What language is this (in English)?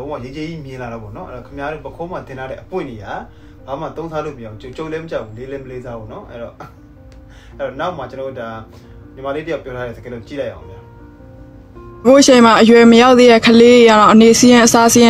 Burmese